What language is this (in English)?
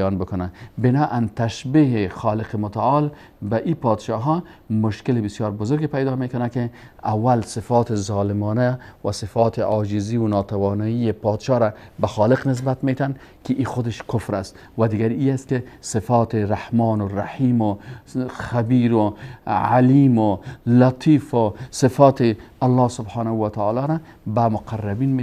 Persian